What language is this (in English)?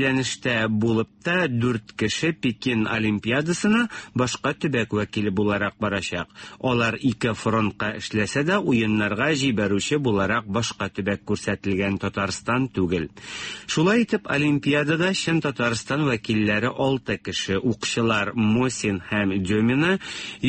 Tatar